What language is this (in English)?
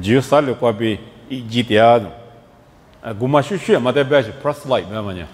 Lisu